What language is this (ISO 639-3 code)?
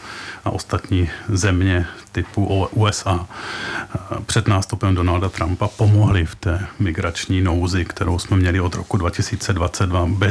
ces